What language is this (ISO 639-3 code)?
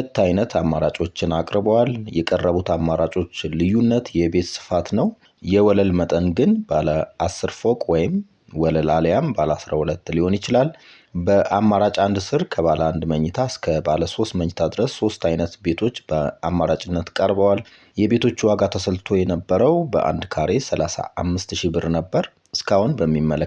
amh